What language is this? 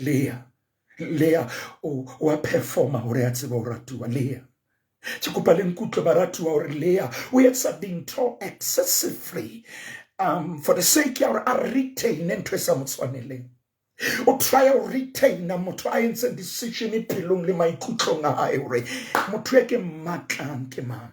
Southern Sotho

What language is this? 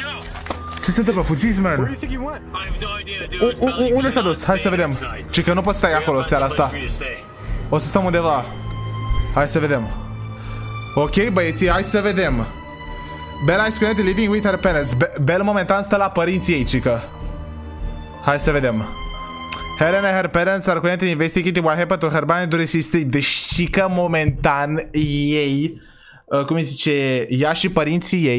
Romanian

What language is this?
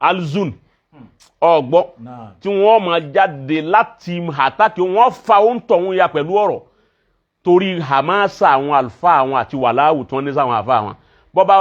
Yoruba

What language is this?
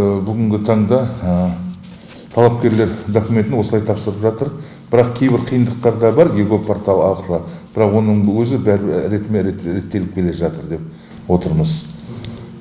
Kazakh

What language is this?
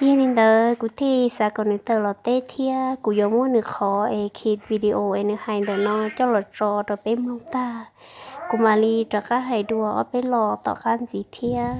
Hmong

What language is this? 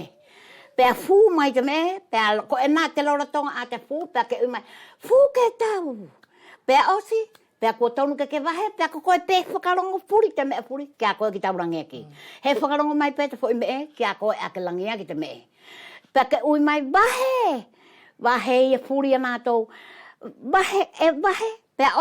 Wallisian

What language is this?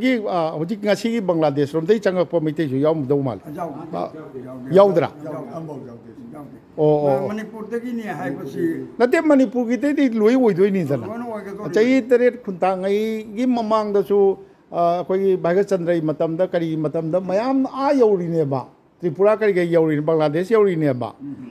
Manipuri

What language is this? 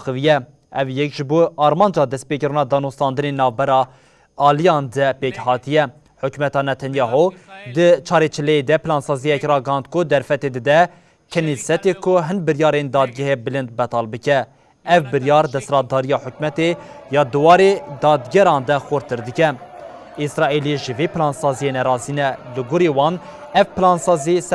Kurdish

